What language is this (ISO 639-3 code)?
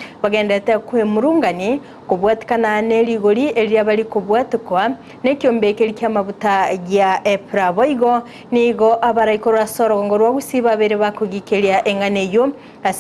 guz